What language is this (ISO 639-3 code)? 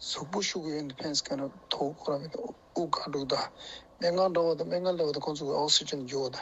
bod